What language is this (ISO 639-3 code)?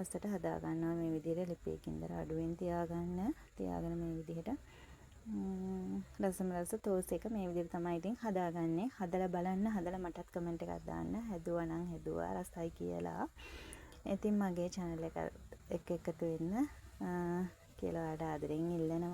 sin